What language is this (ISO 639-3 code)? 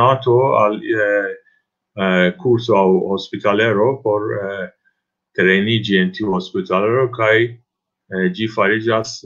epo